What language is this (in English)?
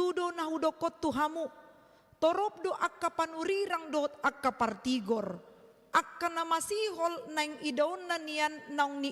Batak Toba